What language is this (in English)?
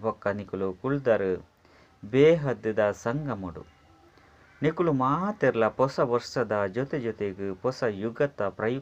Tulu